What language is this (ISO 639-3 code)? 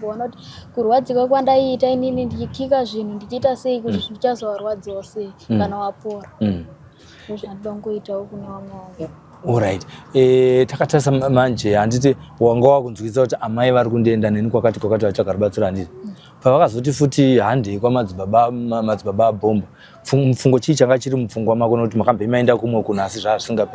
sna